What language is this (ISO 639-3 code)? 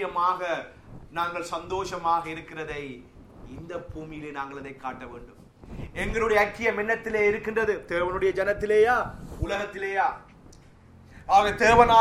tam